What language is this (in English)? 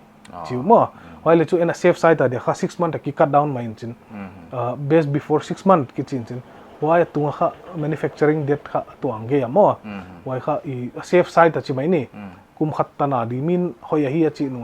Paite Chin